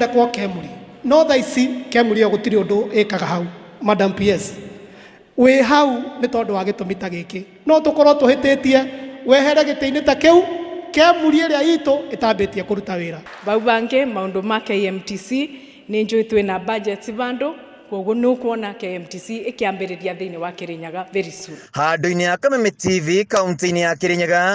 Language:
Kikuyu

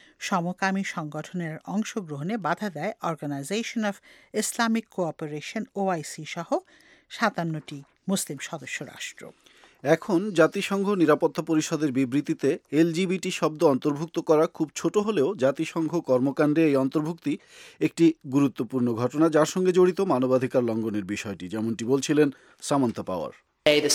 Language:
Bangla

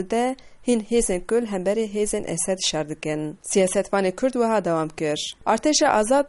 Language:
Kurdish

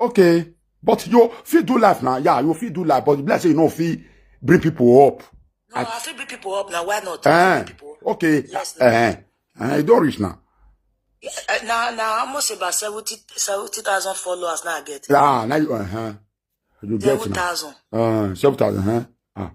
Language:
Nigerian Pidgin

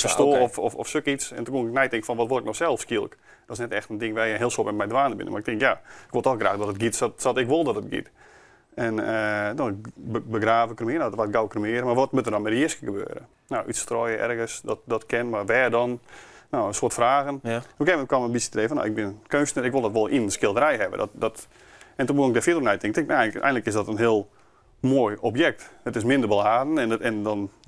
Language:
Western Frisian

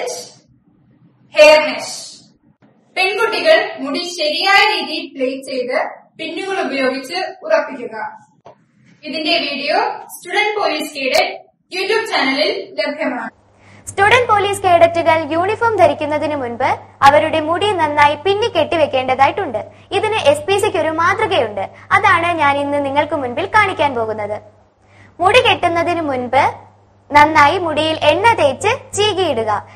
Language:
Malayalam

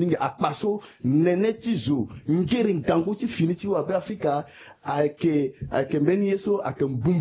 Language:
Sango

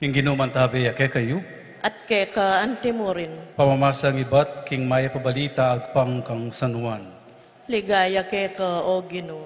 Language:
Pampanga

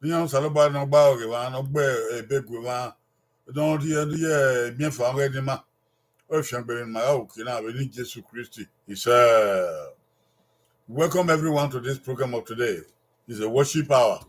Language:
Bini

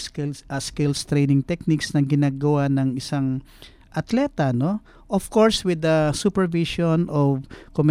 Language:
Filipino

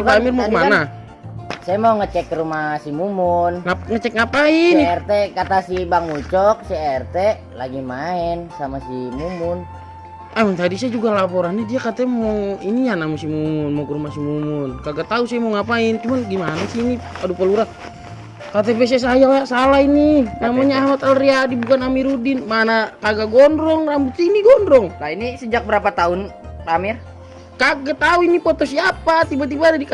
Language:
Betawi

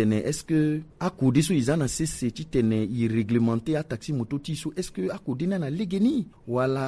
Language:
Sango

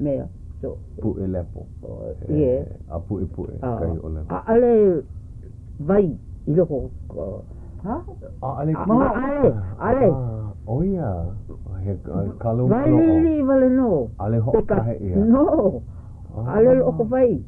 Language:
Hawaiian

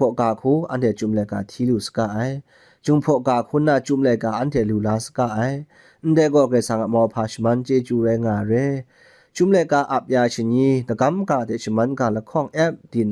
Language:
Kachin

